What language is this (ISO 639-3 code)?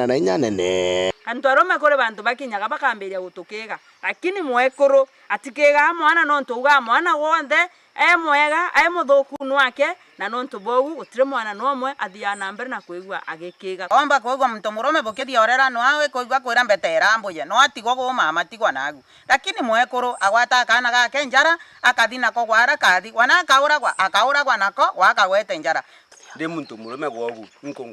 mer